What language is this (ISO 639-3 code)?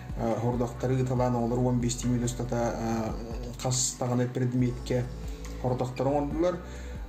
sah